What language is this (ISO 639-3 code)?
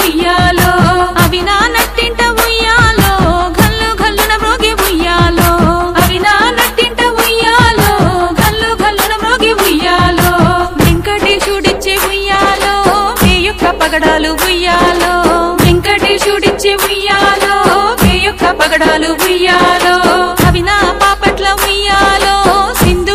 tel